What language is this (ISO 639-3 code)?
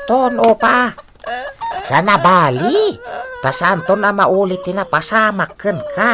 ilo